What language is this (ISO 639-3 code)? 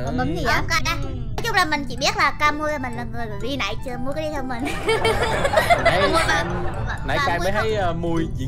vie